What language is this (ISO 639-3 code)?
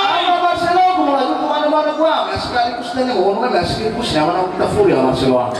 nia